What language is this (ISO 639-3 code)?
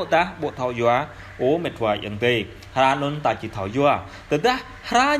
jra